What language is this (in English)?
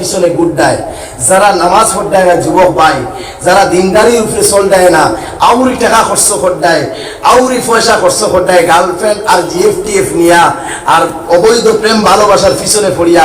Sylheti